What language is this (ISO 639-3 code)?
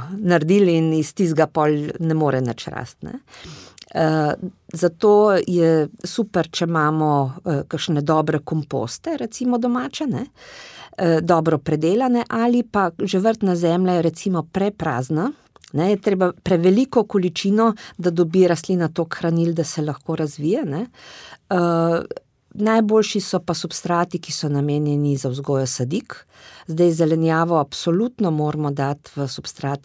slv